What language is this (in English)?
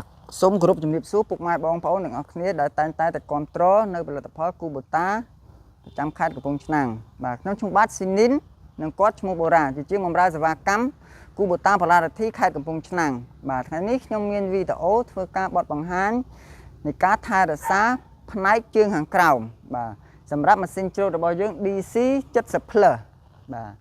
Khmer